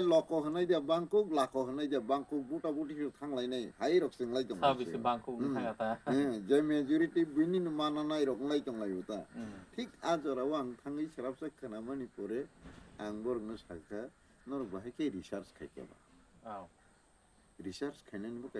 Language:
Kok Borok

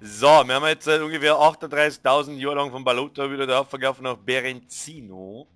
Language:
Bavarian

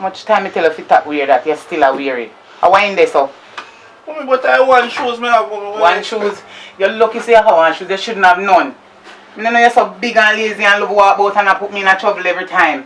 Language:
Jamaican Creole English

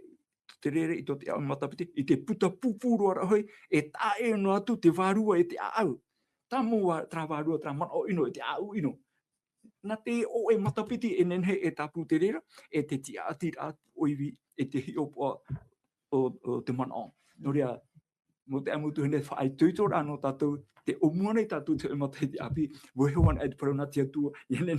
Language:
Tahitian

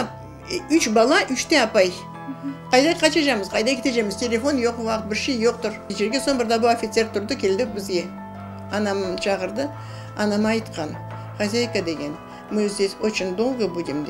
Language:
Crimean Tatar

